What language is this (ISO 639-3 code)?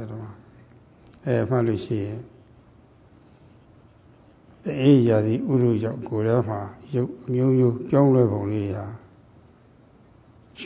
mya